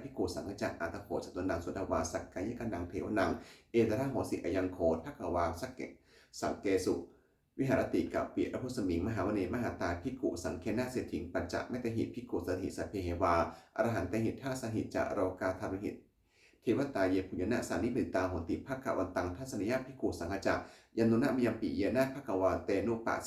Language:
Pali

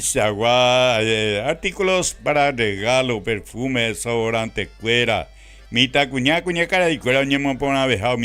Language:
Guarani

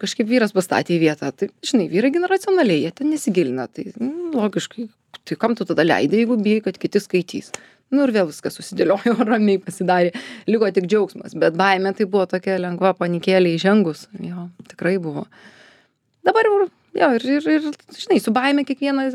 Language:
Lithuanian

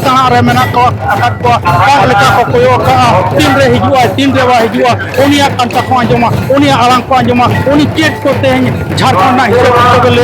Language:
Santali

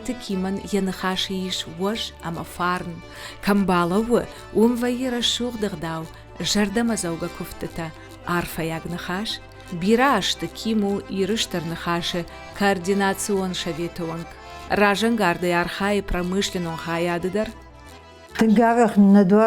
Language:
Ossetic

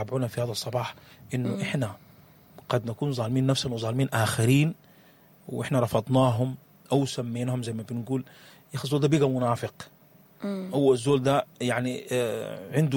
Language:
Sudanese Arabic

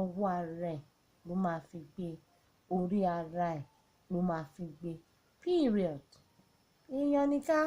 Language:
Yoruba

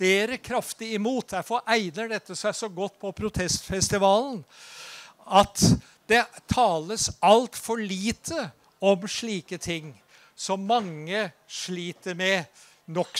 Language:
Norwegian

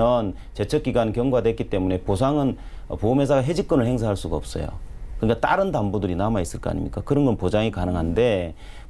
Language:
Korean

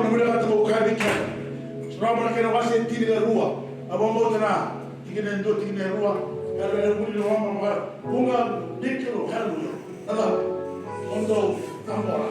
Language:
Fijian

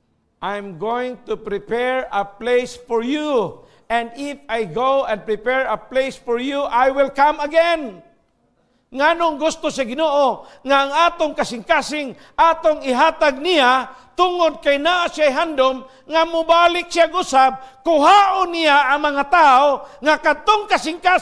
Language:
Cebuano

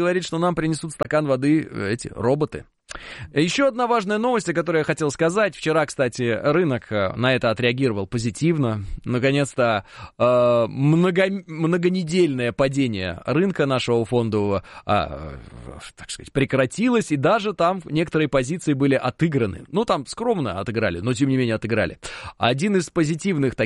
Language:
Russian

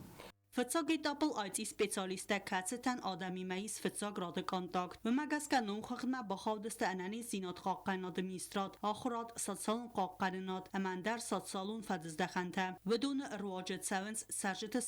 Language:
Ossetic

